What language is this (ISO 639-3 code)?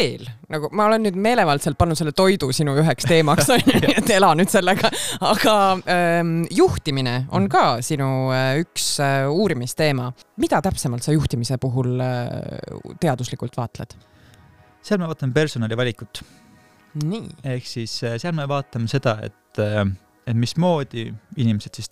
est